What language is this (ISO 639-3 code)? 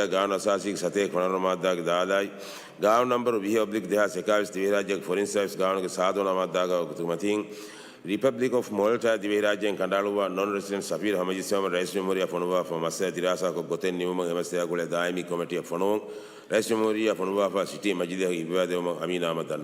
div